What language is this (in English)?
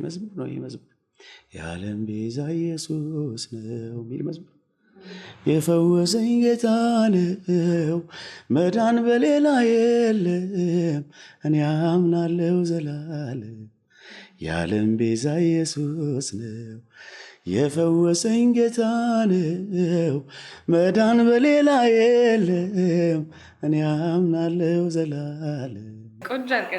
Amharic